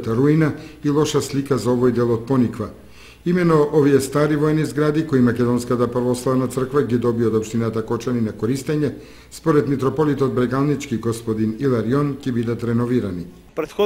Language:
Macedonian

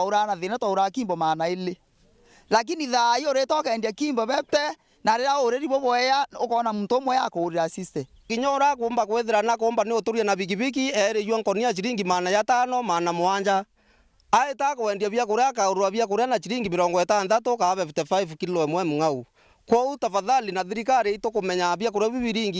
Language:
Meru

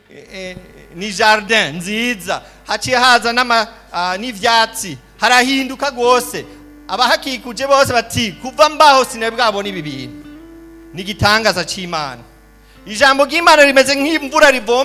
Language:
Rundi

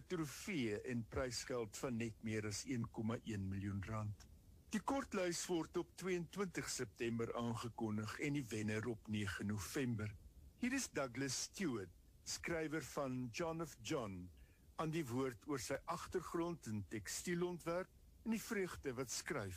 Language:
Afrikaans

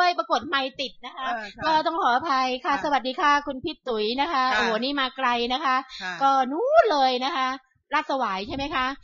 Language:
Thai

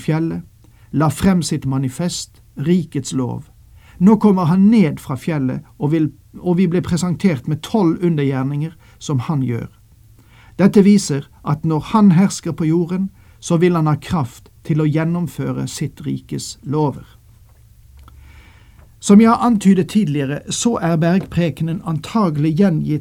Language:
Norwegian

